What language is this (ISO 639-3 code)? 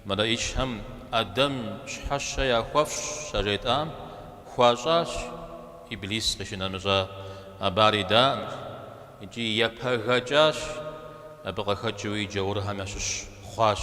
kbd